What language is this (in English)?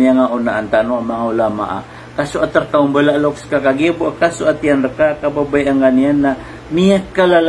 Maranao